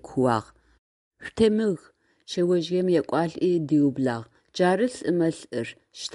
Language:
Adyghe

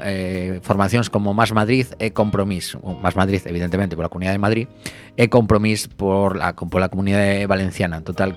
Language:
Galician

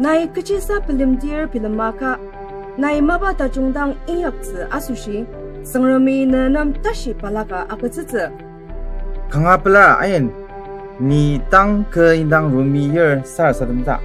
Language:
Ao Naga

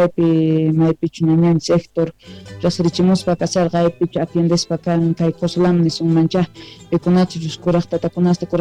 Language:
South Bolivian Quechua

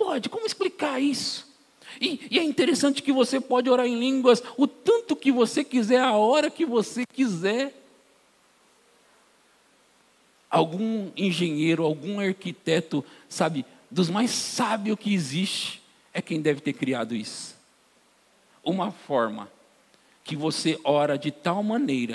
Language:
Portuguese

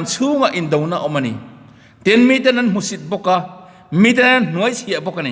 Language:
Mizo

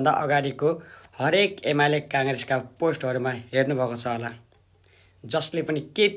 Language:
Nepali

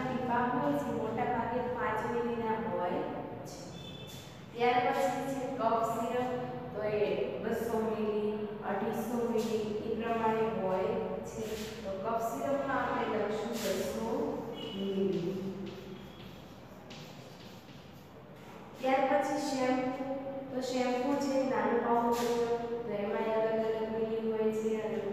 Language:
Gujarati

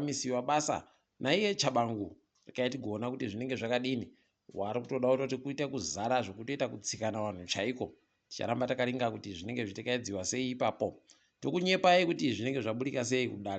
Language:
Ndau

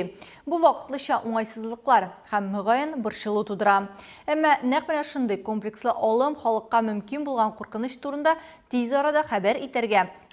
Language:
Tatar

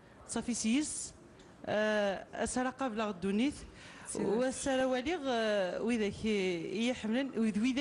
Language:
Kabyle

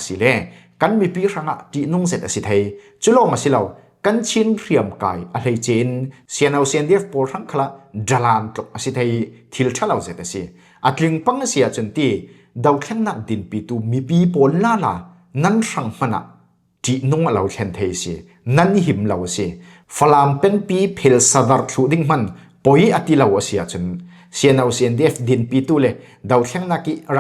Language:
Falam Chin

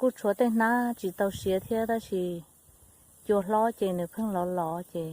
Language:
Hmong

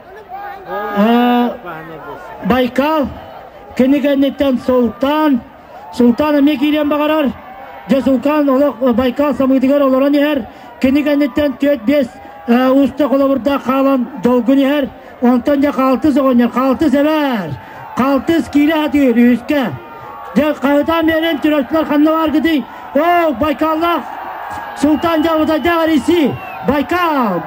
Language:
Yakut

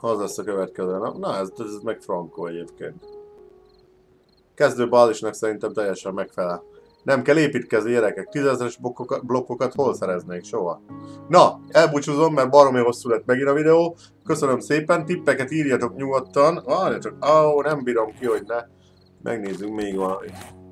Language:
Hungarian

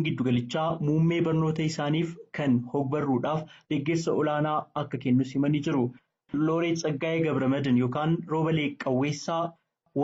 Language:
Oromo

